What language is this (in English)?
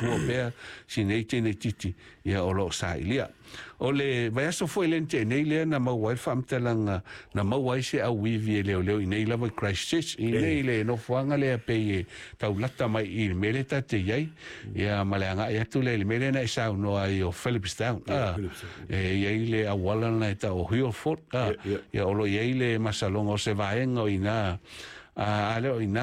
Samoan